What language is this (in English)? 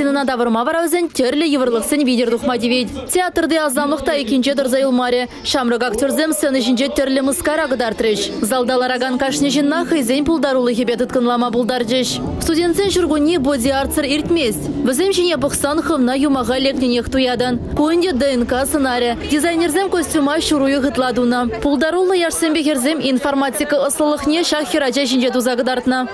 Chuvash